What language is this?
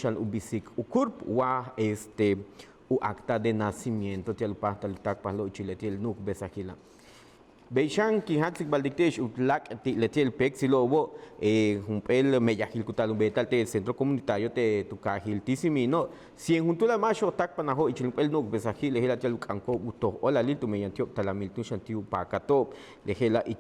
Yucateco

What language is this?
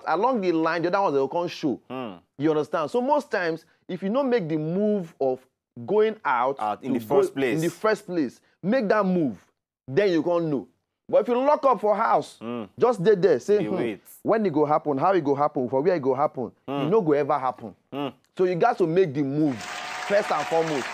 Nigerian Pidgin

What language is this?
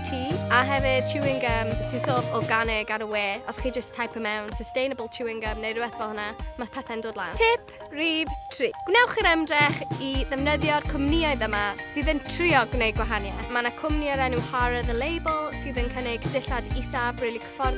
Welsh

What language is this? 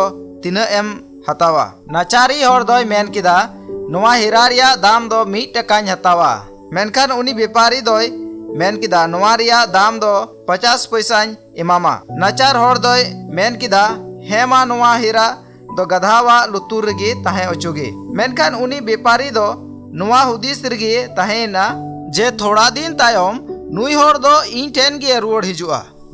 Santali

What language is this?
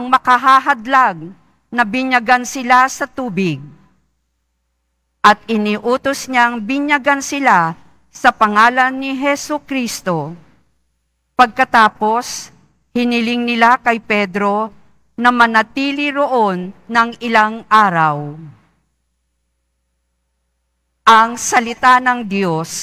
Filipino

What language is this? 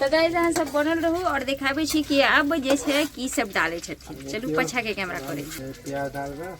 Maithili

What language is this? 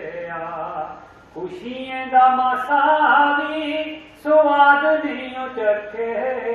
Dogri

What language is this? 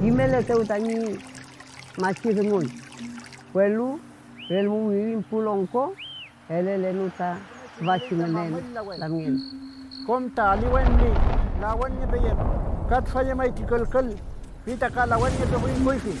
Mapuche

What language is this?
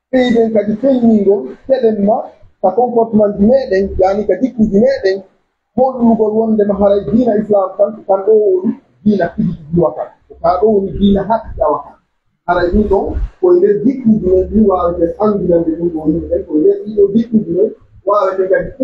Pular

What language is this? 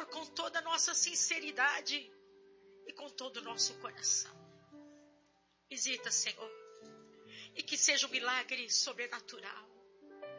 Portuguese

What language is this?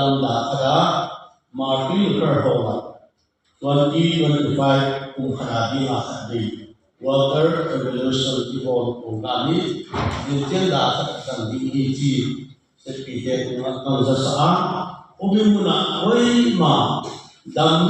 Tedim Chin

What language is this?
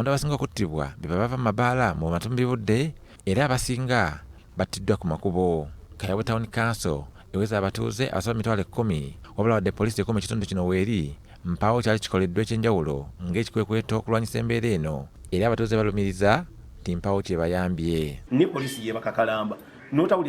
Ganda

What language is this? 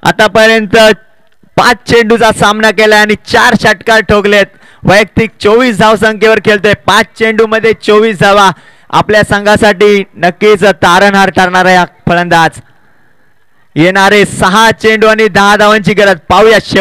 Marathi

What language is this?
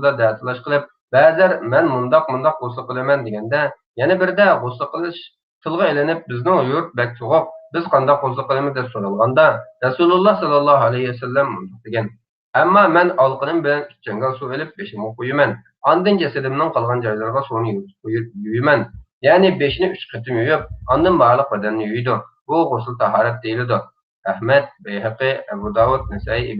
Uyghur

